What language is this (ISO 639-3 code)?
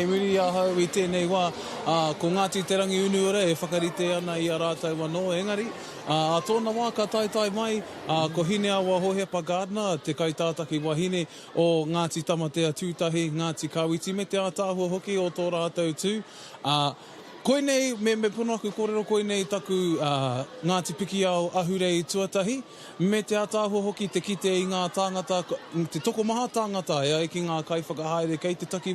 mri